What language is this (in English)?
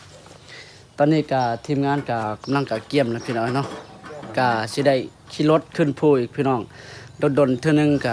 Lao